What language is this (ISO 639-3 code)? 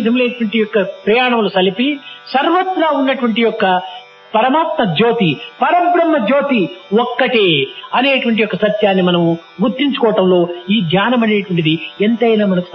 tel